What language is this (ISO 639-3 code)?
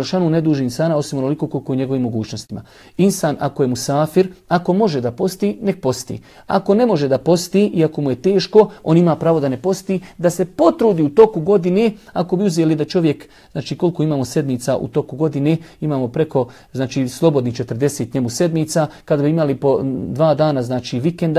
bos